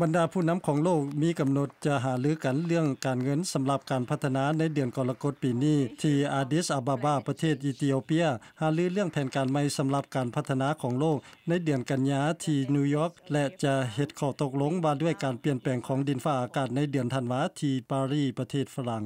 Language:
Lao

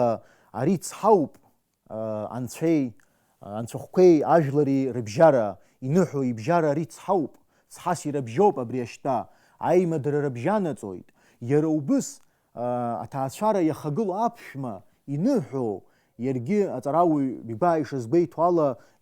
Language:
Abkhazian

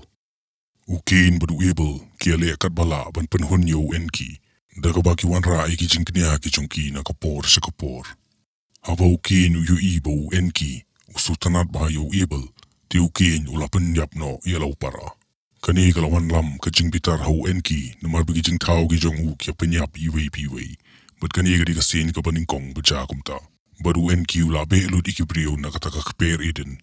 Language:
Khasi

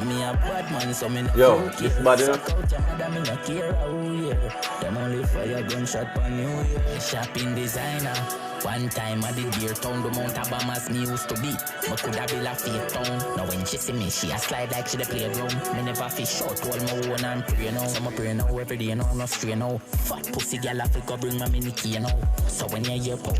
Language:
Jamaican Creole English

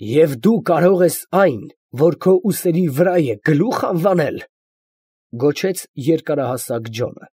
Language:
Armenian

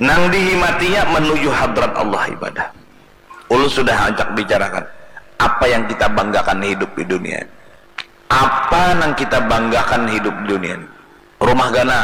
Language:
Banjar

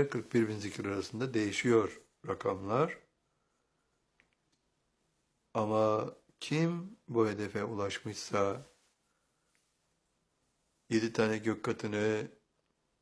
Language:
Turkish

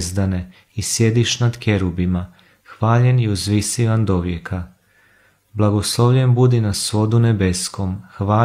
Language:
Croatian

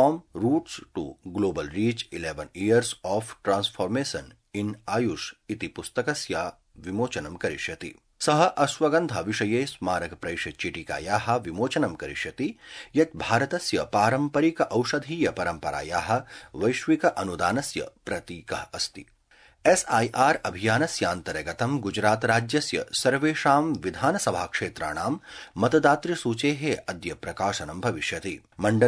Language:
Sanskrit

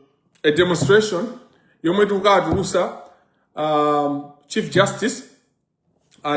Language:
Nyanja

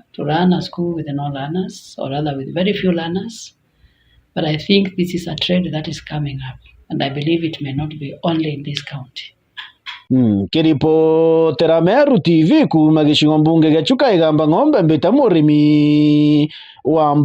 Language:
Meru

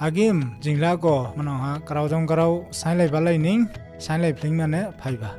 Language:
Dimasa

